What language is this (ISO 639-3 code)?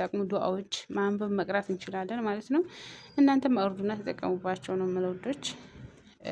amh